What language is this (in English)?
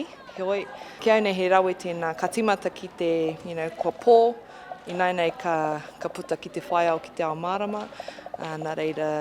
Māori